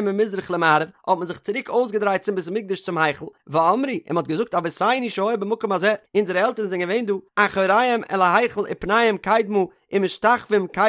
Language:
Yiddish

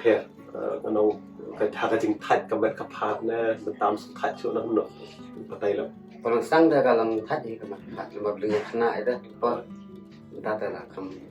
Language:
Khasi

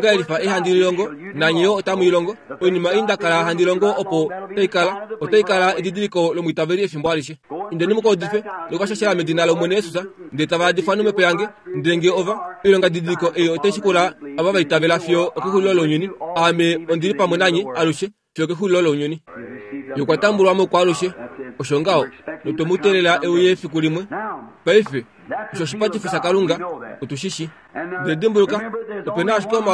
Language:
Kuanyama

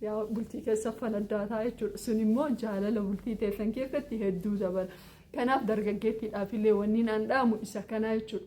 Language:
Oromo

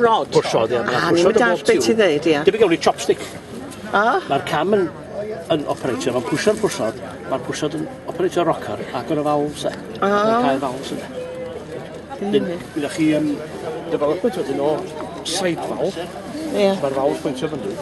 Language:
Welsh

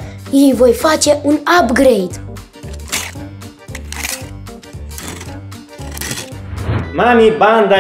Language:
Romanian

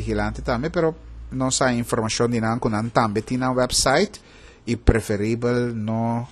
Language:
Papiamento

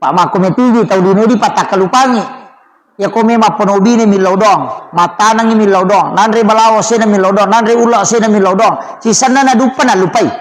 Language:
Buginese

